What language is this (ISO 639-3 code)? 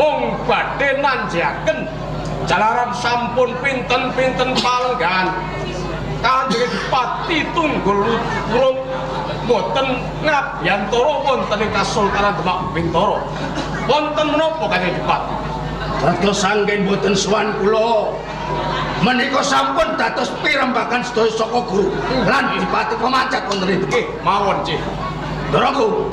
jav